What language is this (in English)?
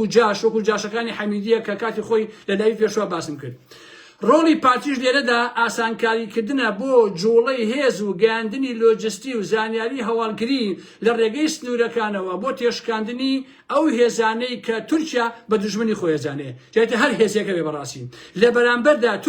Central Kurdish